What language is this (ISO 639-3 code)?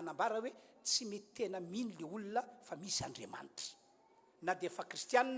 mlg